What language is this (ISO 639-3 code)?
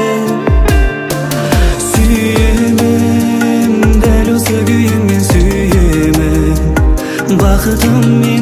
kaz